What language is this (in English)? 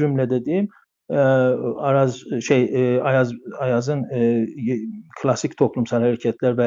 South Azerbaijani